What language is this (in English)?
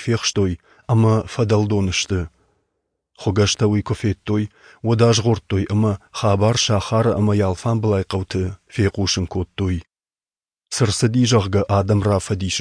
Ossetic